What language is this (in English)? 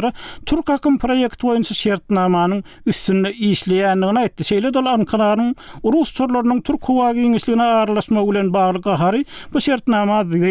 Turkmen